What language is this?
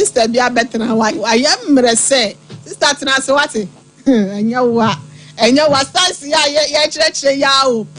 Akan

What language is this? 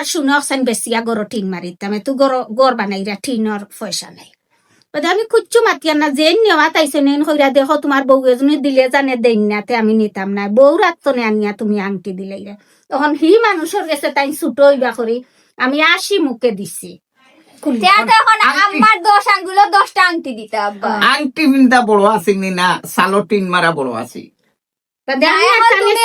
Sylheti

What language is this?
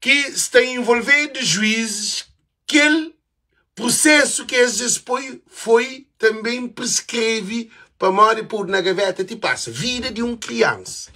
Kabuverdianu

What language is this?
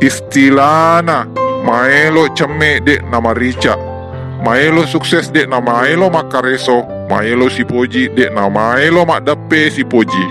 Buginese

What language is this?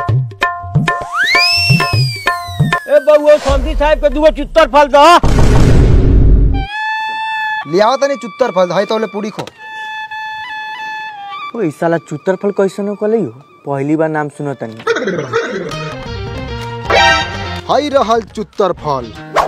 Bhojpuri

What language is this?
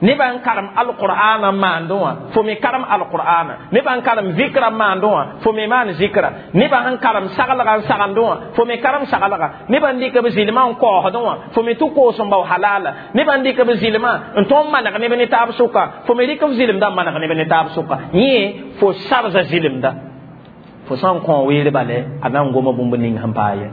Mossi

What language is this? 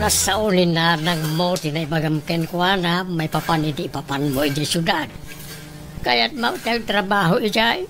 Iloko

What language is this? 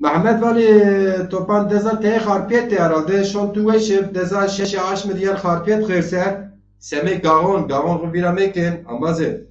Zaza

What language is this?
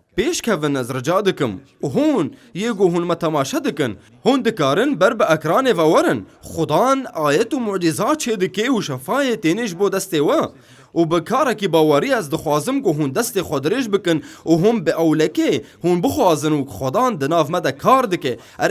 Kurdish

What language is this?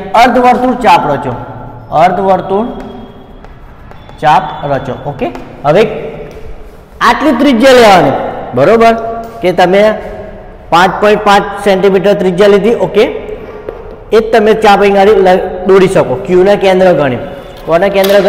Gujarati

